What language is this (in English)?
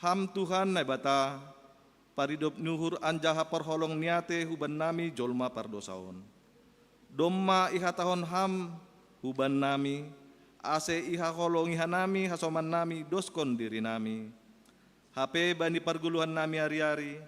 Batak Simalungun